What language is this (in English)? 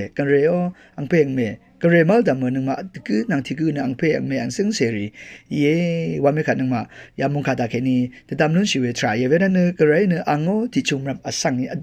Rawang